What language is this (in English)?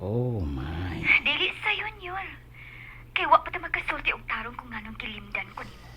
Cebuano